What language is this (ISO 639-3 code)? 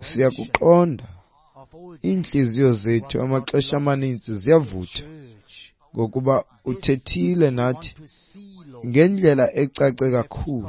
xho